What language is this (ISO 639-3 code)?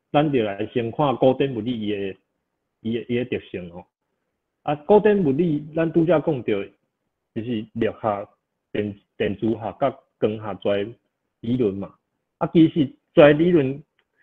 nan